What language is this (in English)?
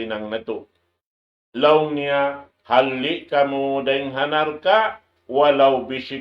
Tausug